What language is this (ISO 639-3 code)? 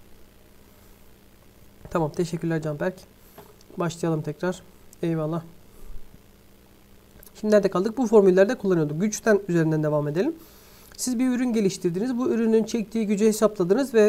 tur